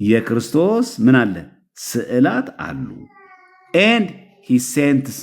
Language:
Amharic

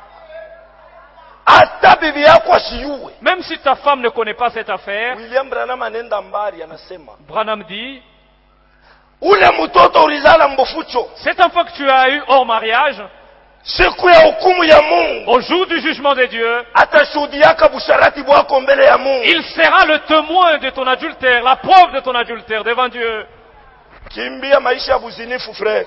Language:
Swahili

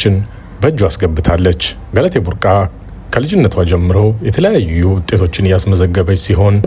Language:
Amharic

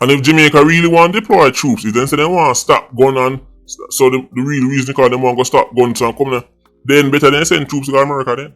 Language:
Jamaican Creole English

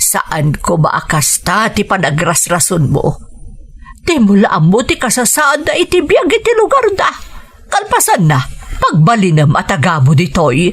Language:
Iloko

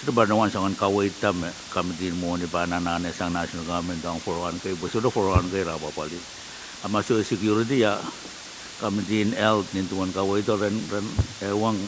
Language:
Pohnpeian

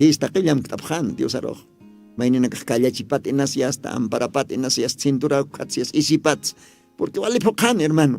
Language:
Aymara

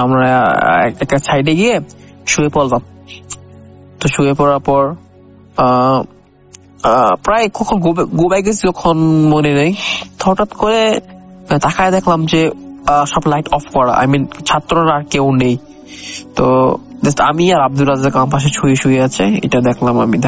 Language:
Bangla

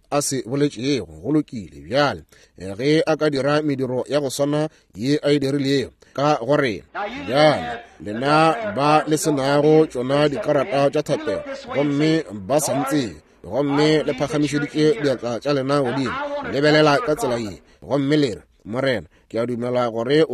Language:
Northern Sotho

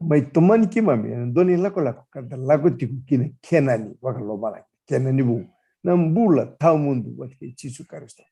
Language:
Fijian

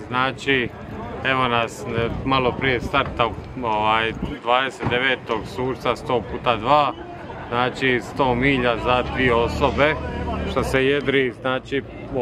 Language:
Croatian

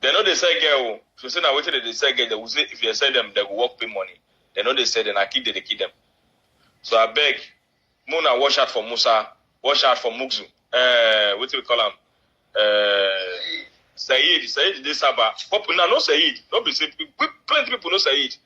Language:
Nigerian Pidgin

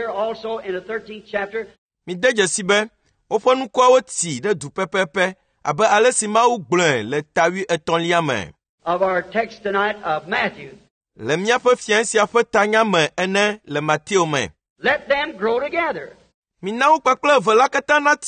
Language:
Ewe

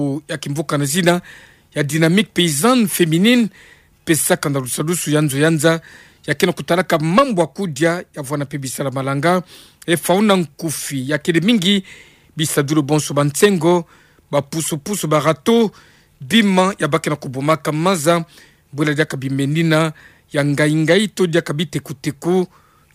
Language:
Kituba (Democratic Republic of Congo)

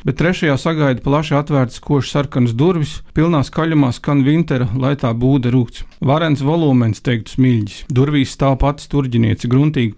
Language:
Latvian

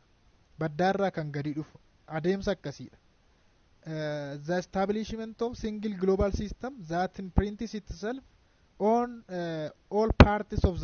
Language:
Oromo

